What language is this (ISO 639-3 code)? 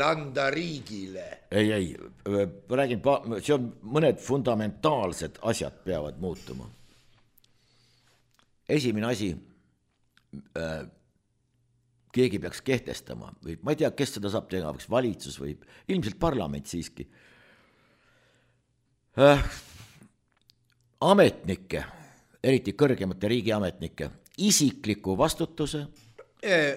est